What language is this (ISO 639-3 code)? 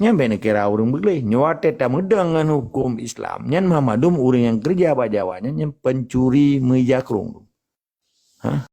ace